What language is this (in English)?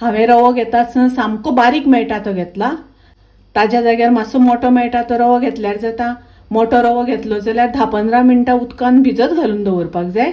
Konkani